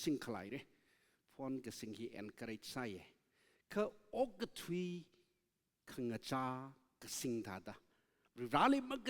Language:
Tangkhul Naga (India)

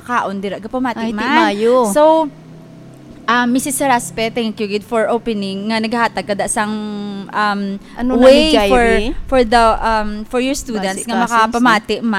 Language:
Hiligaynon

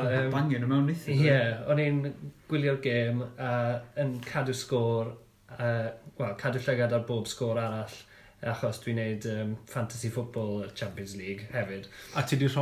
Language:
Welsh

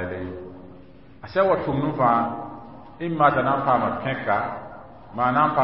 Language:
Mossi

